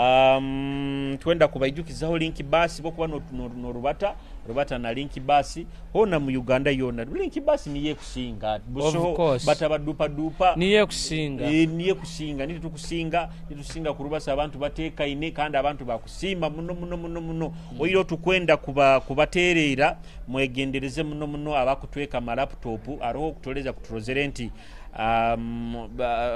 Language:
Nyoro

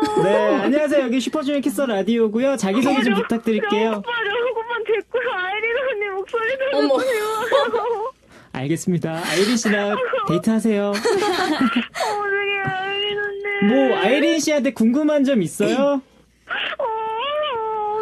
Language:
Korean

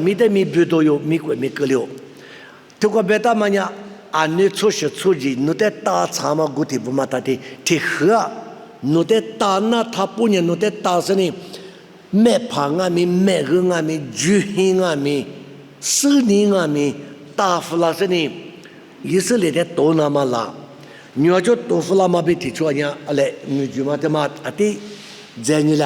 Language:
Lisu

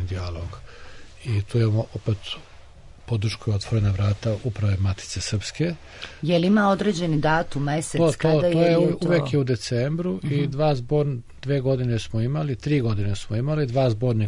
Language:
Serbian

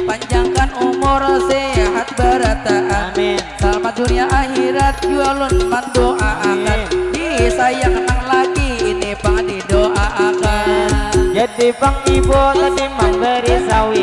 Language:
Banjar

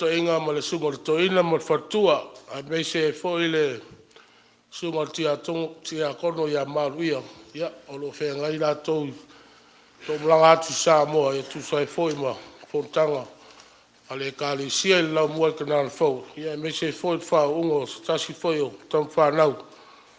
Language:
Samoan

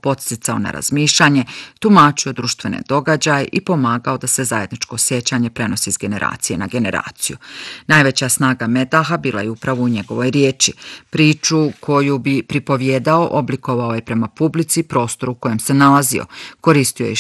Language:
Bosnian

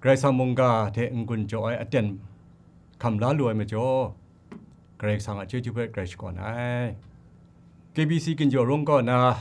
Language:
Kachin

